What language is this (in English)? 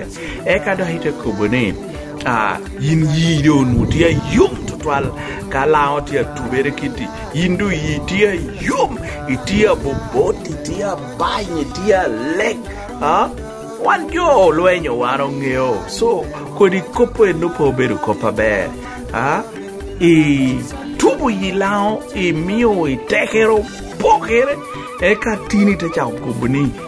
Lango (Uganda)